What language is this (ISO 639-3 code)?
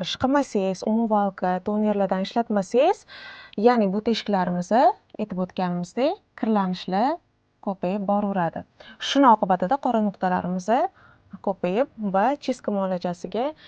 uzb